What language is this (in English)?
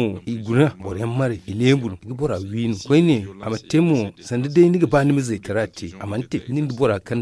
Zarma